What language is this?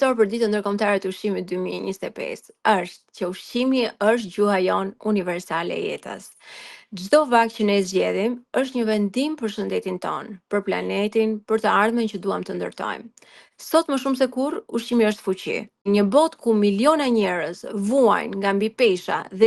Albanian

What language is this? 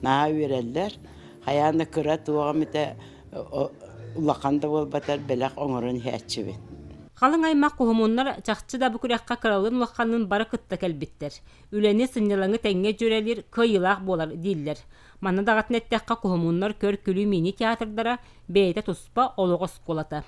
Yakut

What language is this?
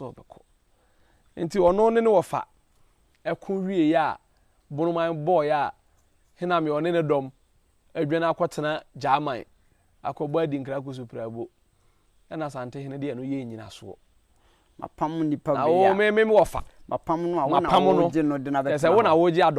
Akan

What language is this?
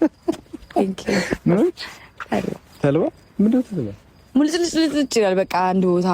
Amharic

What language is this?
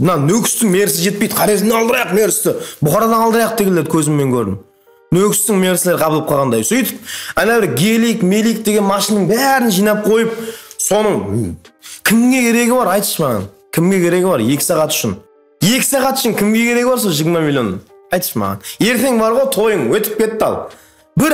Kara-Kalpak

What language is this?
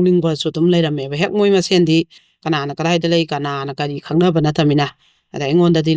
Manipuri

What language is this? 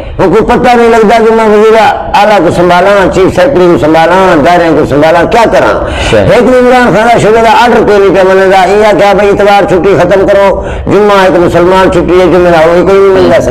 Saraiki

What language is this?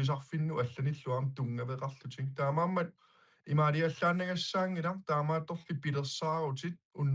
Kalaallisut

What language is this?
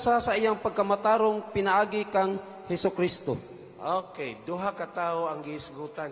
Cebuano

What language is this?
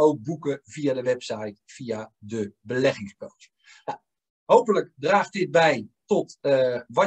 Dutch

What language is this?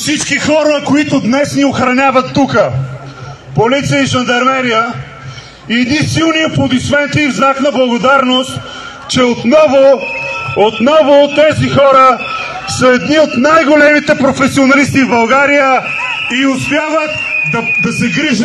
Bulgarian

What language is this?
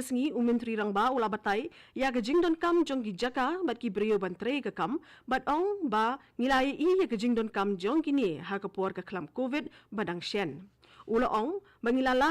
Khasi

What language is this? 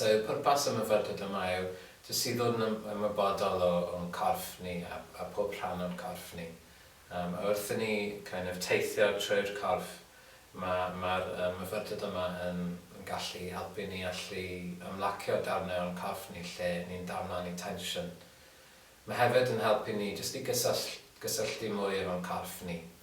Welsh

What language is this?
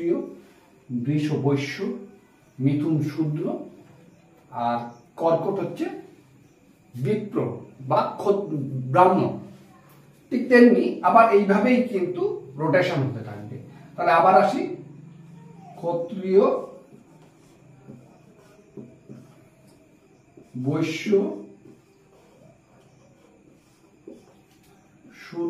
Bangla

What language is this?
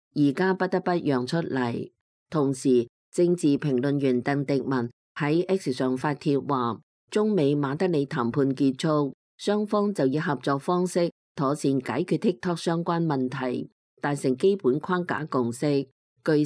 Cantonese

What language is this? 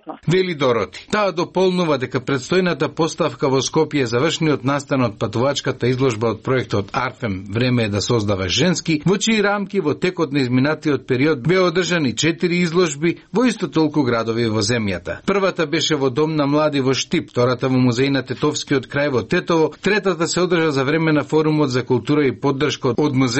Macedonian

